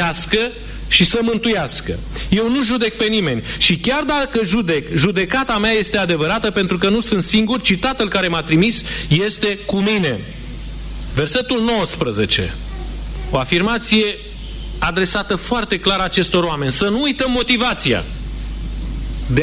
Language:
Romanian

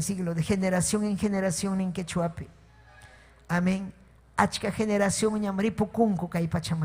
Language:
Ayacucho Quechua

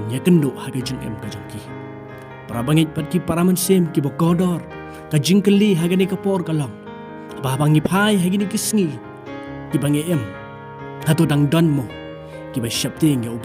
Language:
Khasi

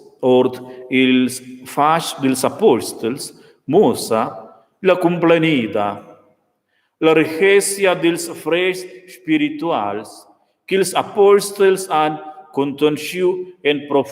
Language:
Romansh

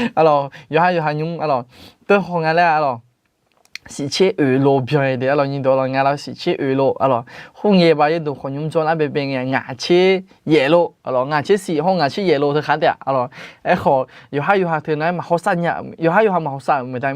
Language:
Akha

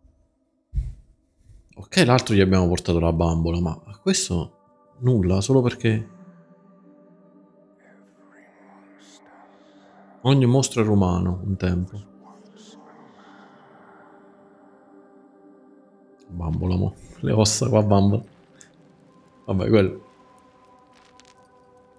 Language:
Italian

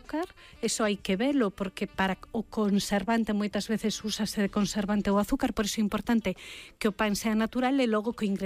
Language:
Galician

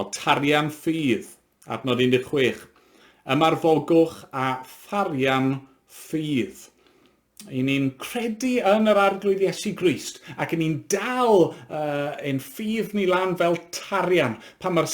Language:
Welsh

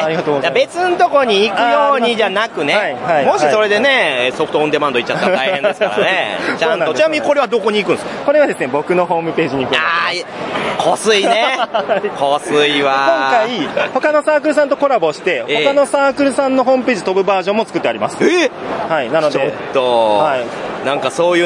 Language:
Japanese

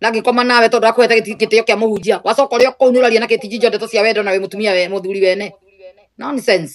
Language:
Kikuyu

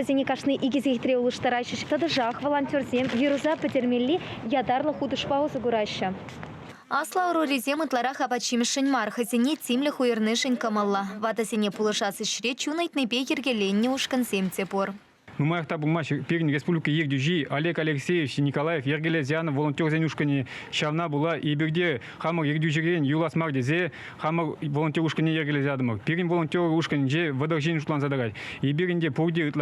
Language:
Chuvash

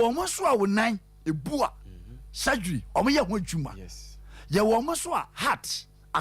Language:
Akan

